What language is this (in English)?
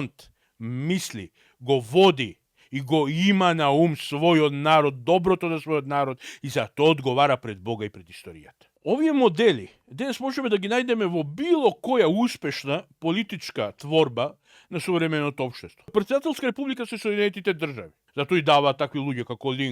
Macedonian